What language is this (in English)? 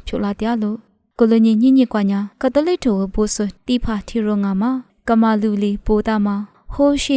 Lisu